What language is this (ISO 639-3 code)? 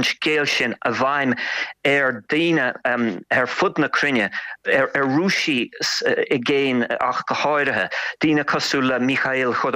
gle